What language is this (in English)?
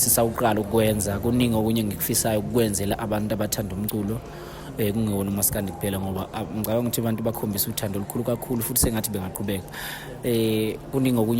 Zulu